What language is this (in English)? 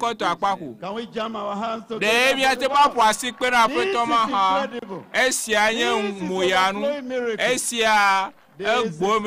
Ewe